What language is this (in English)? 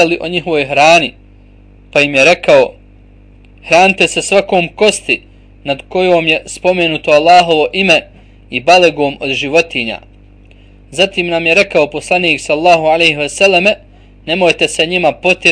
Bosnian